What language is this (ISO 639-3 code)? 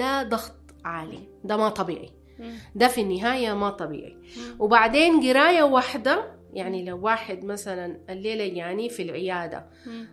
apd